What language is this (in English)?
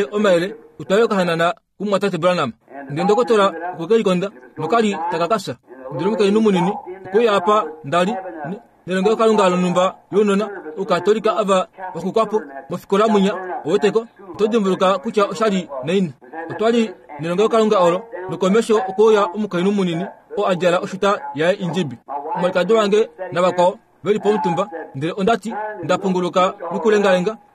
Kuanyama